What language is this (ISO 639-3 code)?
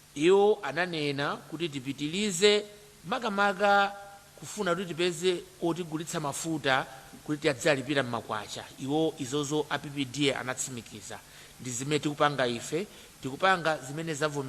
nya